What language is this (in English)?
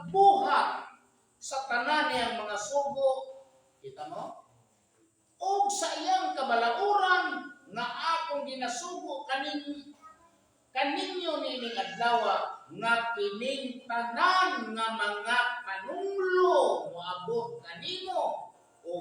Cebuano